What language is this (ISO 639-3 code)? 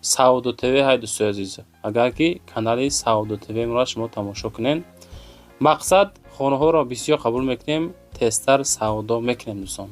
tgk